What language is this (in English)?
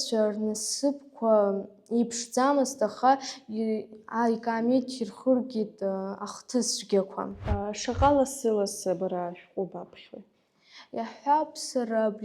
Abkhazian